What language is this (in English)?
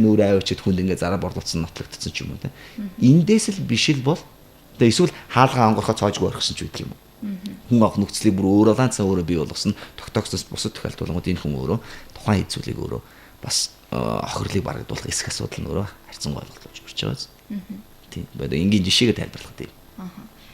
Mongolian